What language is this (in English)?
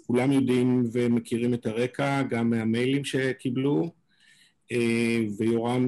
Hebrew